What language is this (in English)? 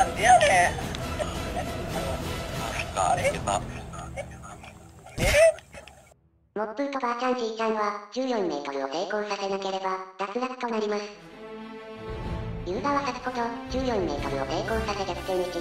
Japanese